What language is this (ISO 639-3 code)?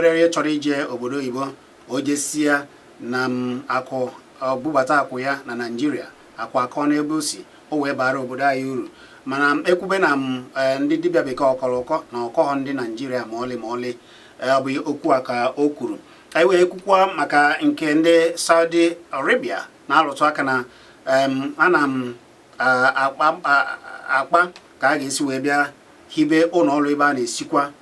ibo